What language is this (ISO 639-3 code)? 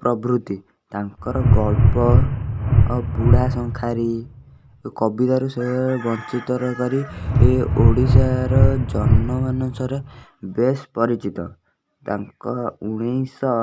ori